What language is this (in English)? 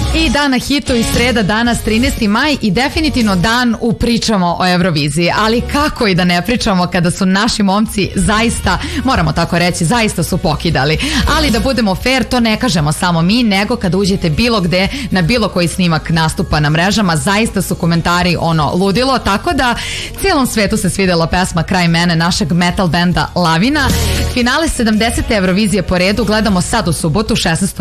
Serbian